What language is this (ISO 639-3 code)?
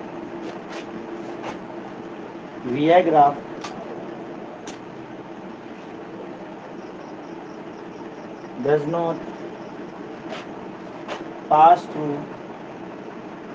hin